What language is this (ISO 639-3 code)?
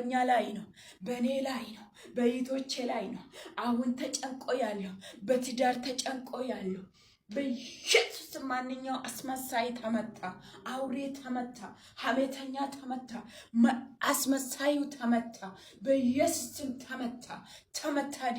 amh